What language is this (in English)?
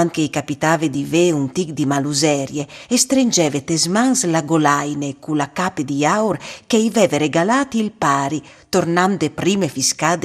Friulian